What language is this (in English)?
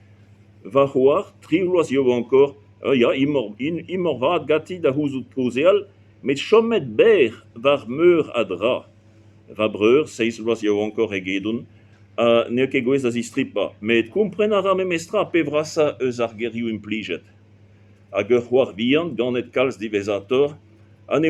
Breton